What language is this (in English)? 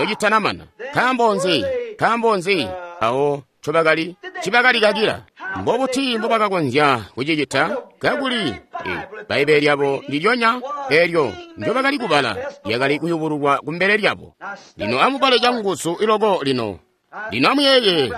Tonga (Zambia)